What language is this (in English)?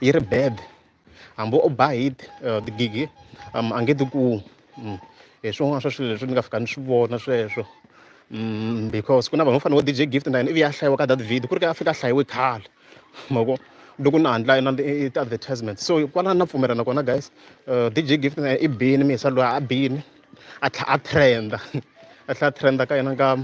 Tsonga